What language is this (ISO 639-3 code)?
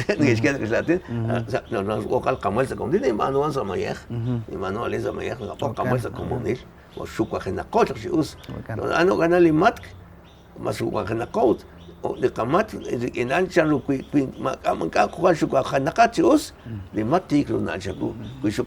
kek